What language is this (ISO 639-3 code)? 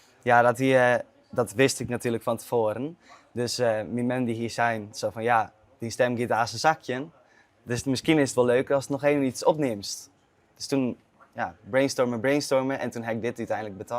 fry